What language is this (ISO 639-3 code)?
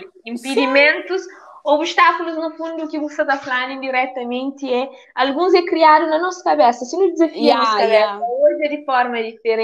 kea